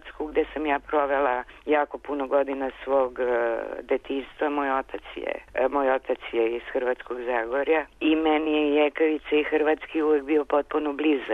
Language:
Serbian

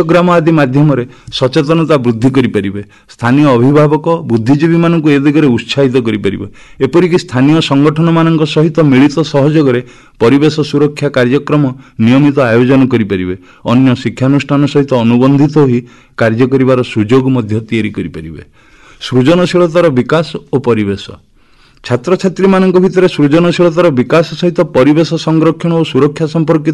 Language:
Odia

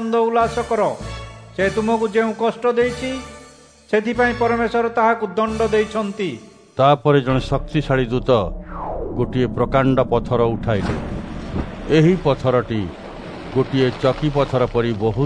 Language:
Odia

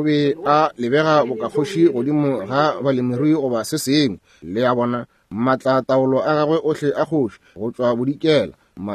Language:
Northern Sotho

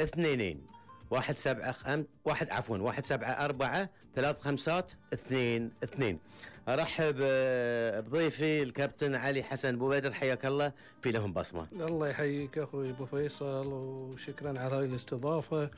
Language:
Gulf Arabic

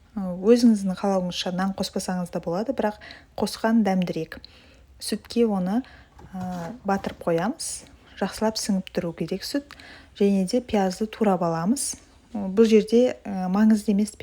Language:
Kazakh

